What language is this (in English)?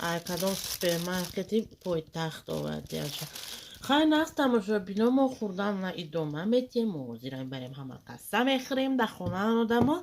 Tajik